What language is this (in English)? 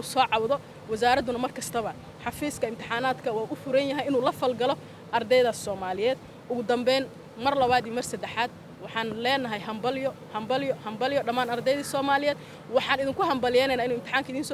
Somali